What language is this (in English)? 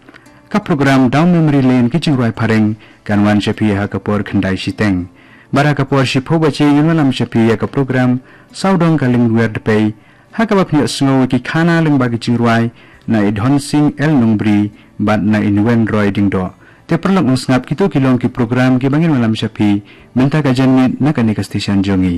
Khasi